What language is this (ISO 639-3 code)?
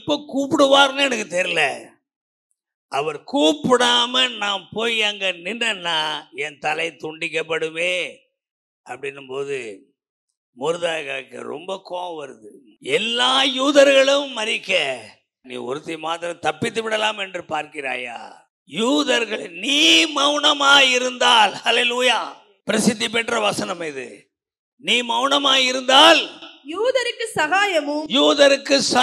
tam